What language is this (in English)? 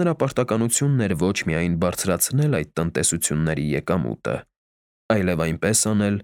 Armenian